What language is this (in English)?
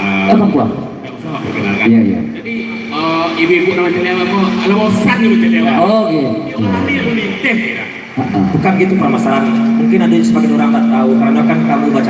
Minangkabau